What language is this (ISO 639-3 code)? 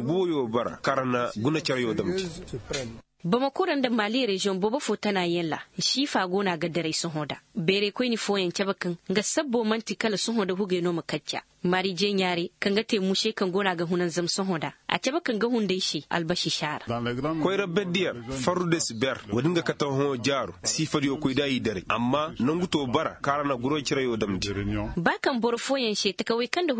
ses